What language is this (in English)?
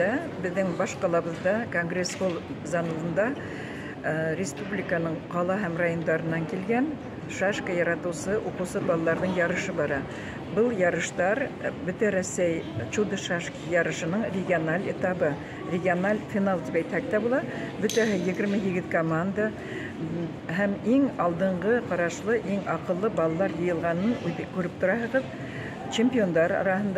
Bashkir